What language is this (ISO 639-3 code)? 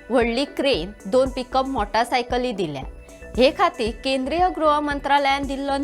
kok